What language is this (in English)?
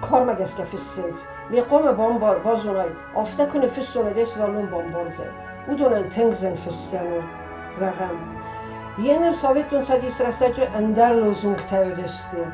Ossetic